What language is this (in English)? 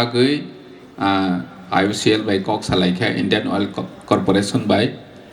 Kok Borok